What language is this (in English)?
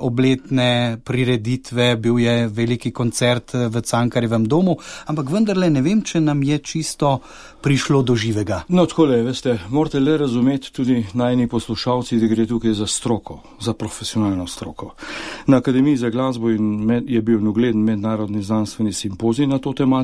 Slovenian